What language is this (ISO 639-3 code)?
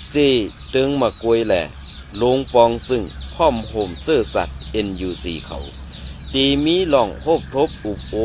shn